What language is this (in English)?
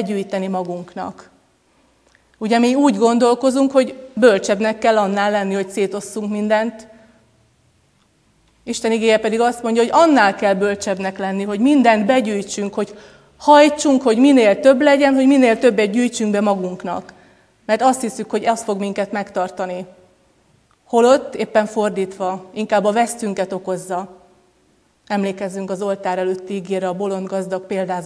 Hungarian